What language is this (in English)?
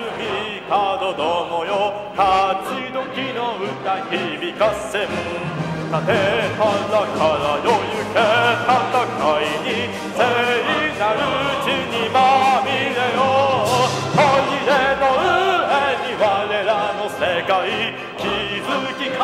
Japanese